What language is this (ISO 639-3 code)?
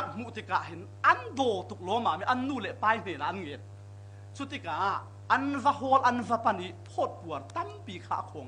cfm